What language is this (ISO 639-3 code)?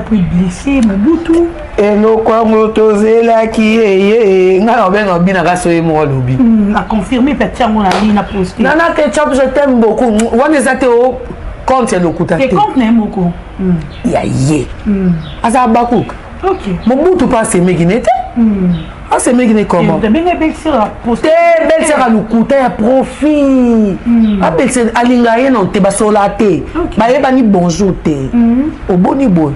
lin